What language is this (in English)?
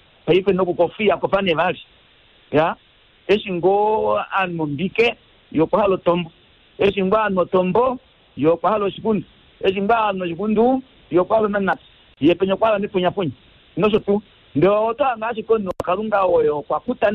Kuanyama